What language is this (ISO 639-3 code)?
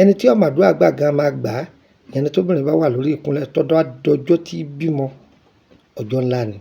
yor